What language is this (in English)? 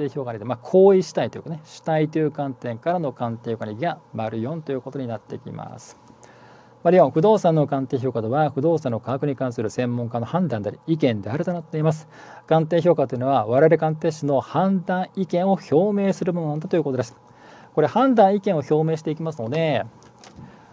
Japanese